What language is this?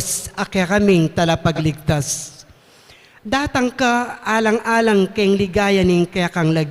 Pampanga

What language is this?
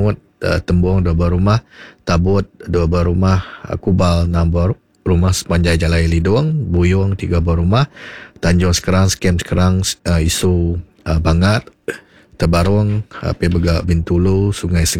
Iban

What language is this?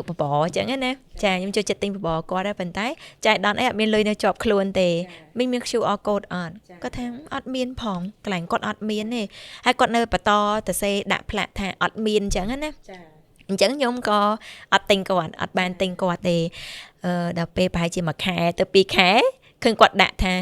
Khmer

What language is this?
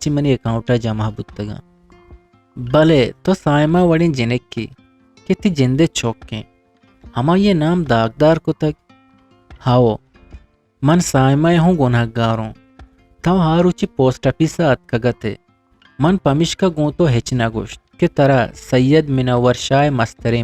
Eastern Balochi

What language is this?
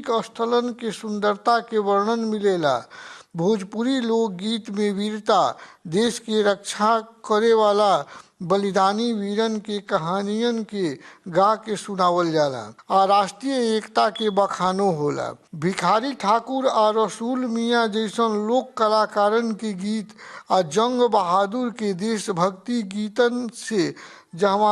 Bhojpuri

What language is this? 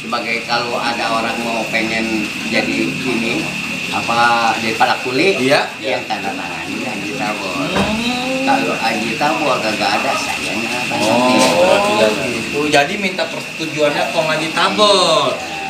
Betawi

